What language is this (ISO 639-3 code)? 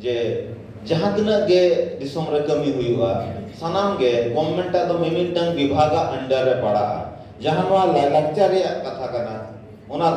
sat